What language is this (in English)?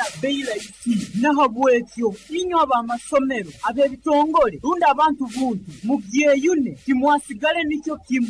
Nyoro